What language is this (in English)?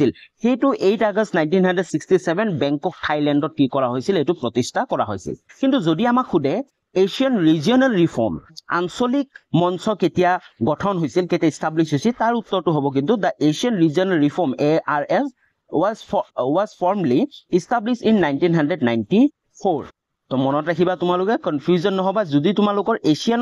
Assamese